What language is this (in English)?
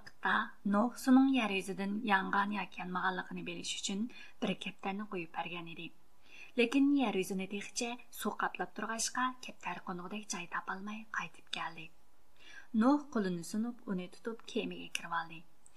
Uyghur